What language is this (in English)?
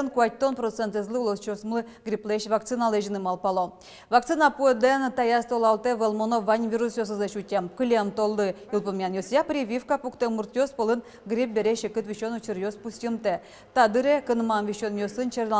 Udmurt